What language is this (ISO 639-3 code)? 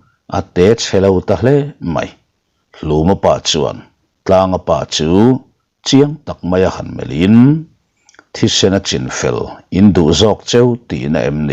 lus